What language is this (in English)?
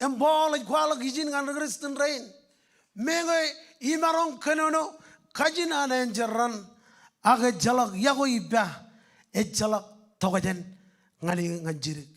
Marshallese